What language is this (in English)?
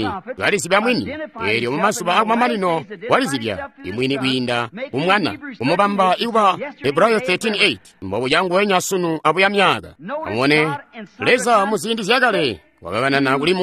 Tonga (Zambia)